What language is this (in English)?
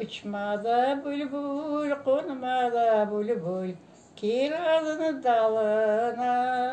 Crimean Tatar